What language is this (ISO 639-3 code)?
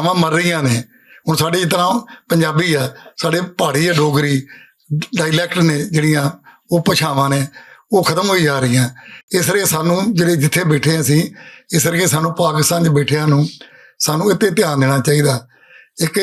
lah